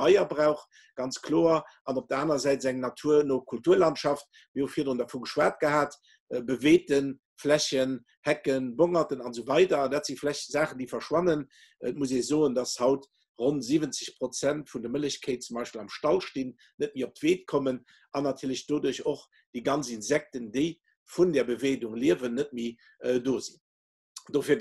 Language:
Luxembourgish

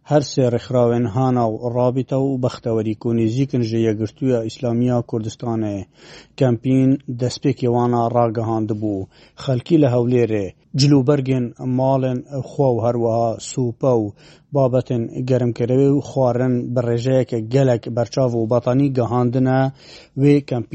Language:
Kurdish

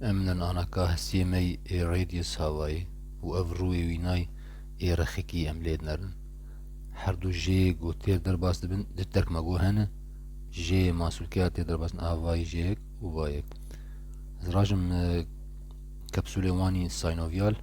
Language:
Kurdish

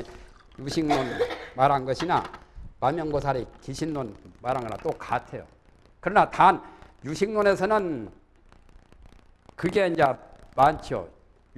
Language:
Korean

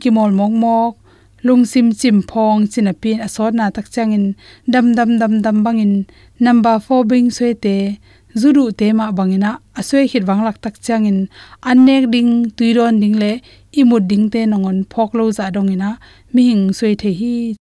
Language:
Tedim Chin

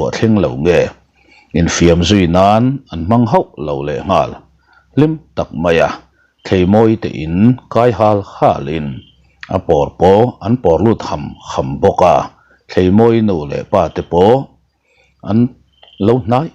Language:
Mizo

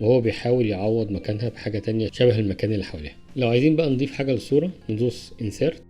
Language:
Egyptian Arabic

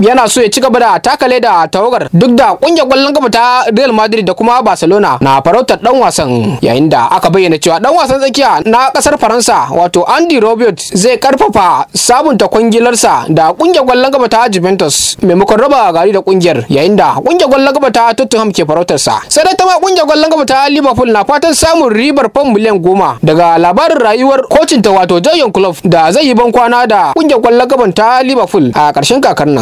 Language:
Hausa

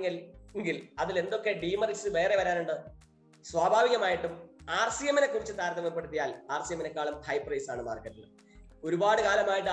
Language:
Malayalam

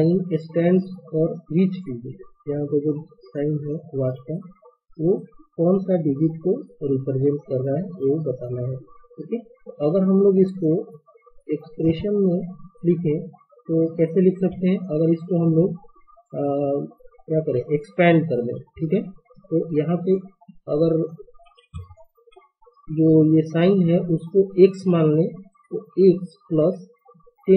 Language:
Hindi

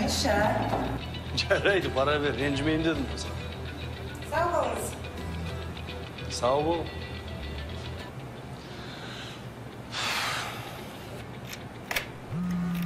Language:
Kazakh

